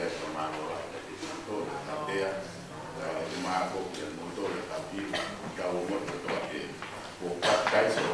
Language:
Tongan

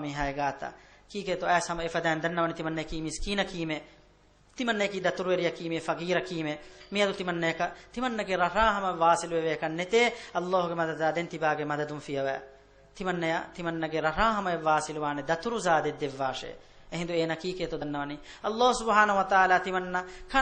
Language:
Divehi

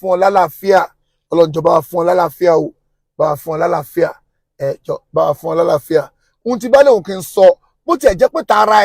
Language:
Yoruba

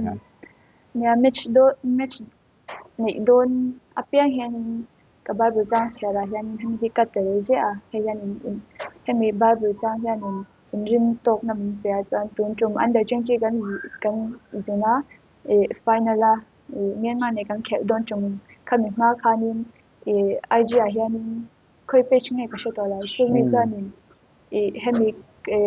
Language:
Mizo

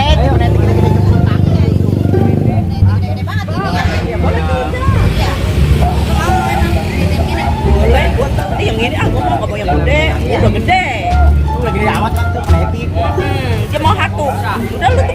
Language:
Betawi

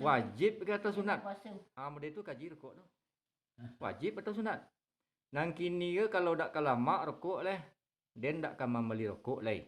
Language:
Minangkabau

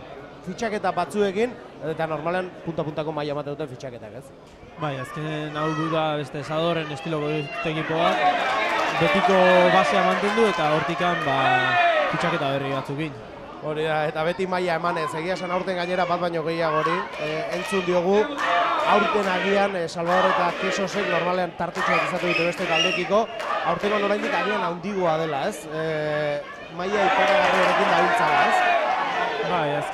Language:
Basque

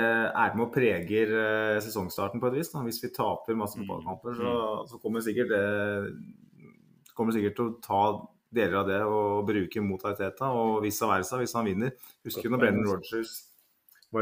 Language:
Norwegian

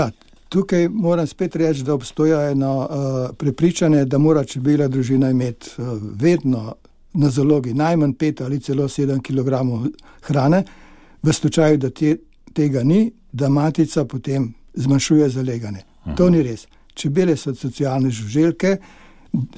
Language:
Slovenian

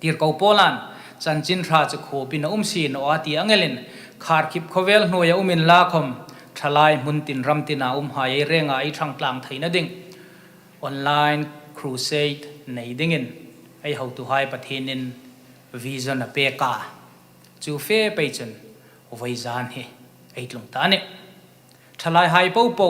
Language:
Hmar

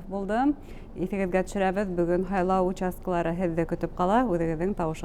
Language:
Bashkir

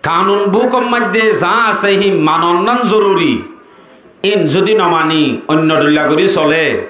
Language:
Rohingya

